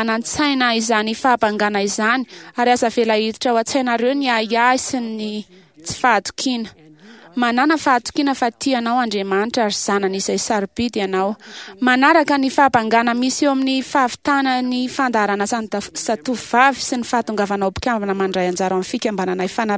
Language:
Malagasy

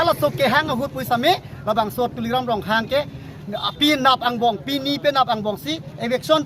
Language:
Karbi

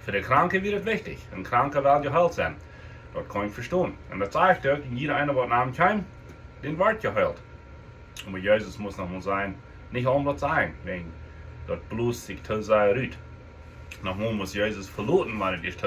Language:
Plautdietsch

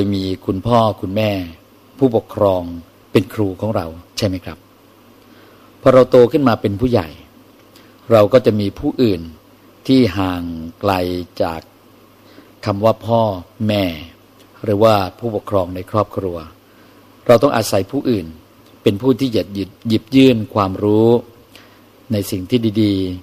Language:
Thai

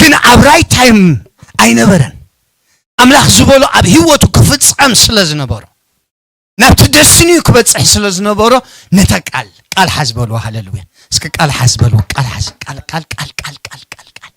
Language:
Tigrinya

